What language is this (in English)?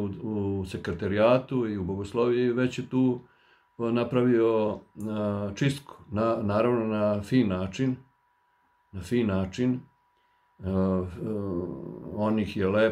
Serbian